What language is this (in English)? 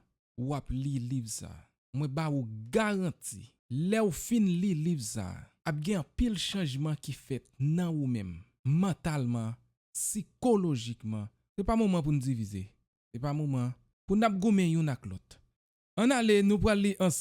Haitian Creole